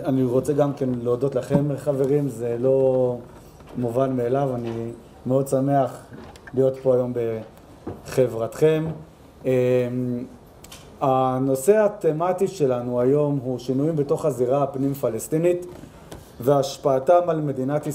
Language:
Hebrew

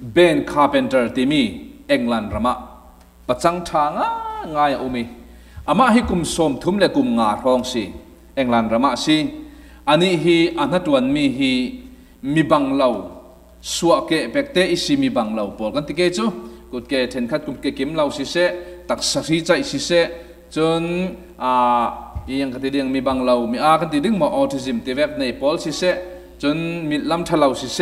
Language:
Falam Chin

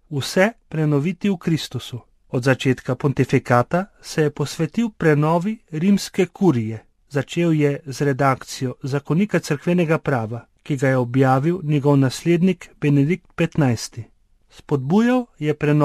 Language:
Slovenian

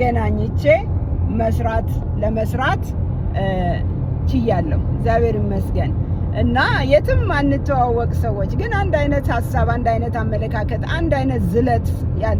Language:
Amharic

